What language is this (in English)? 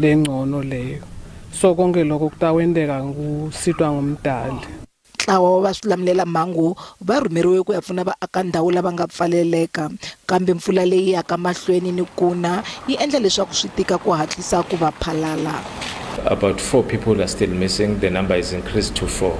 Tsonga